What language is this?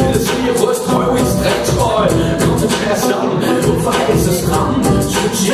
Danish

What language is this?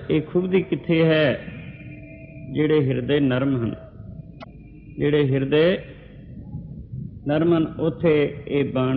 Punjabi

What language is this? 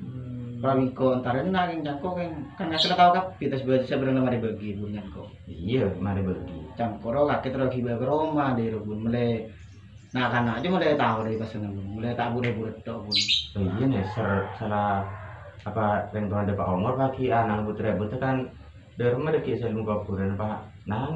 Madurese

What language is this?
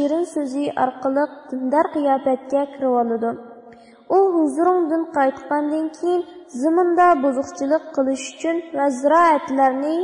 Uyghur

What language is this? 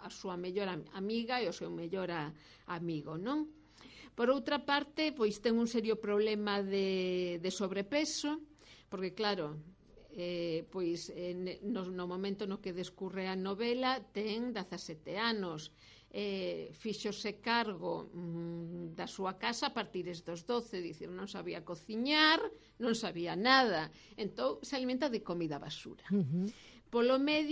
Galician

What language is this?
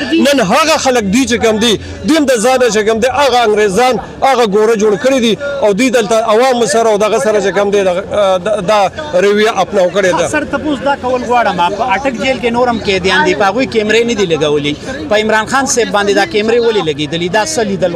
Pashto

